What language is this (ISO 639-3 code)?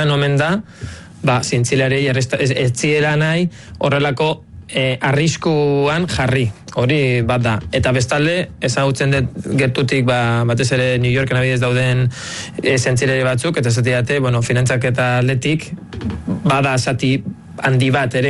eus